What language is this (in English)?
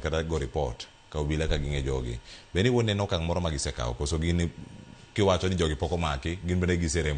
Luo (Kenya and Tanzania)